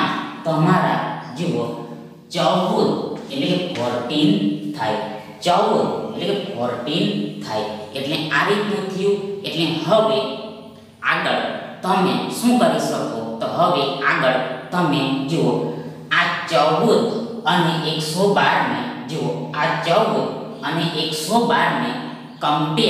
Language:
Gujarati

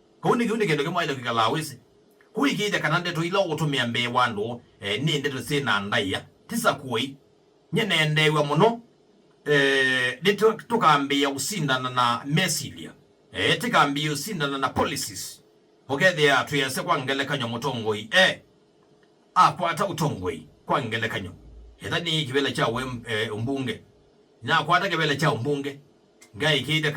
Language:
Kamba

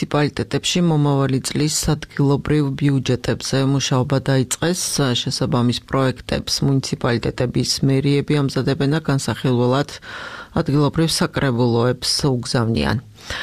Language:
Georgian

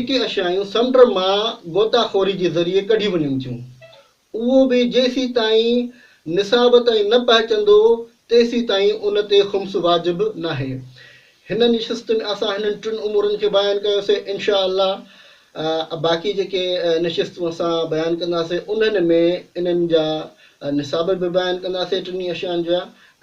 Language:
Sindhi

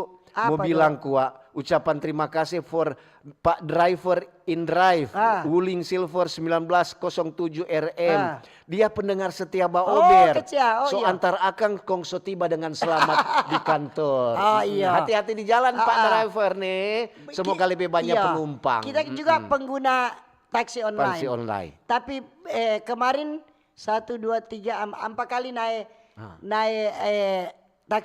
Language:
Manado Malay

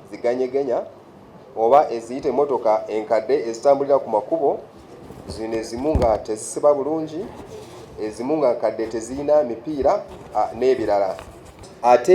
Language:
Ganda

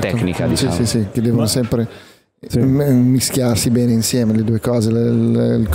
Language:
Italian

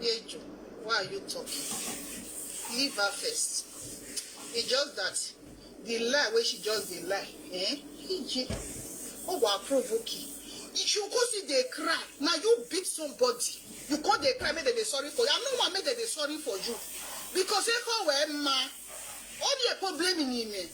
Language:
Nigerian Pidgin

